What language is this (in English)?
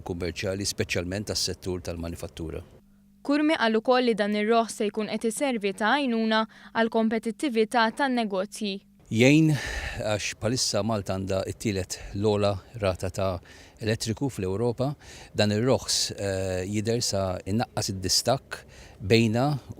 Maltese